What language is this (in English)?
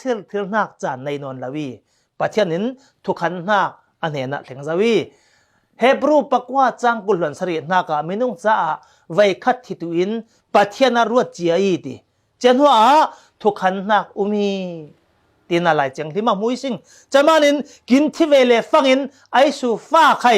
Falam Chin